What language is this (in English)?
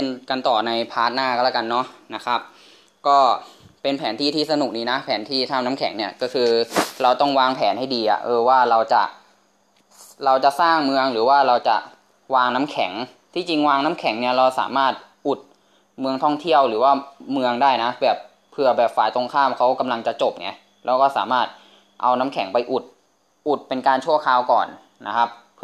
Thai